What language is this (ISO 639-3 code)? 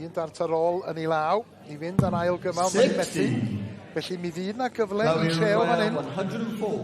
cym